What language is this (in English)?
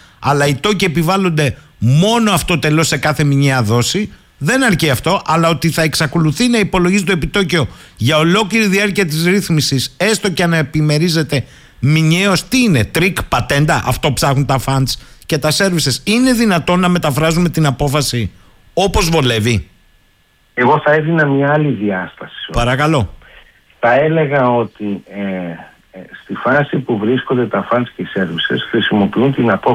Greek